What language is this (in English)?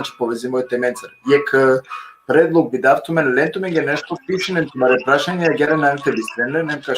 Balkan Romani